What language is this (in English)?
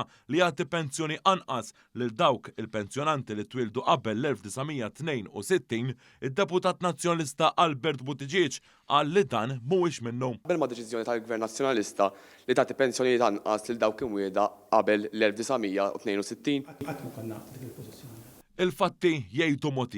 Maltese